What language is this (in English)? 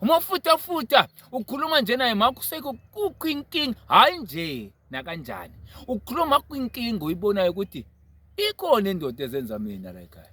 Zulu